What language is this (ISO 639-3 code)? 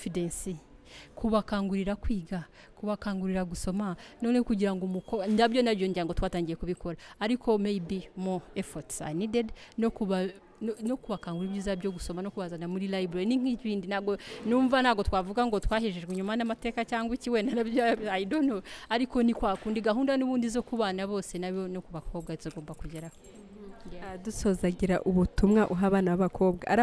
kin